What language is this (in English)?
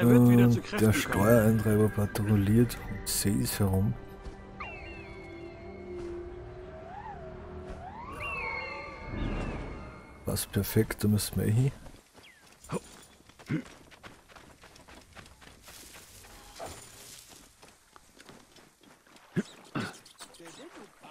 German